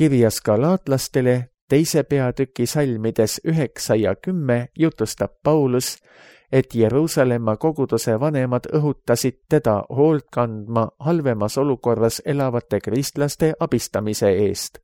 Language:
Estonian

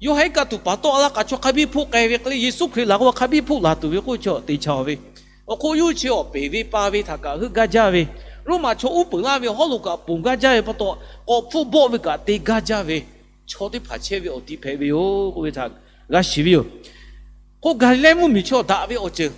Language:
Lahu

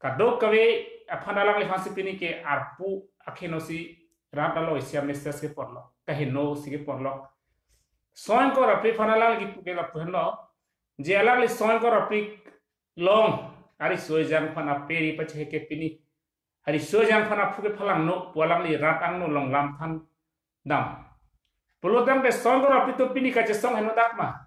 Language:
Karbi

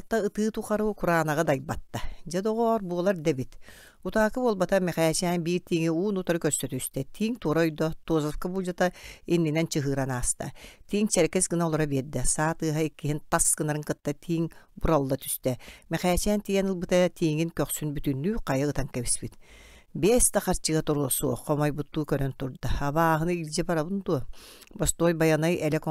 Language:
Yakut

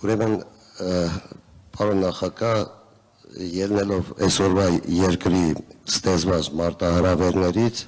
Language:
Armenian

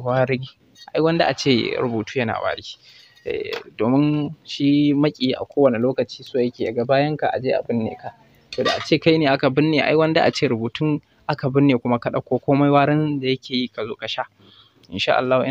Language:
Hausa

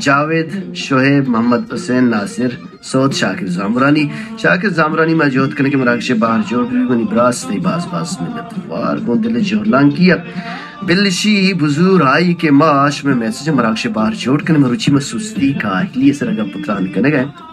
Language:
Baluchi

